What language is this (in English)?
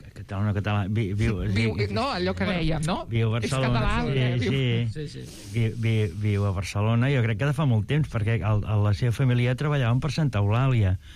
Catalan